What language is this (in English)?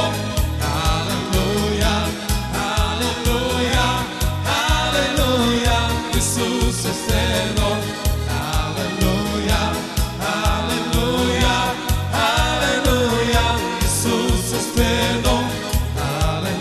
Romanian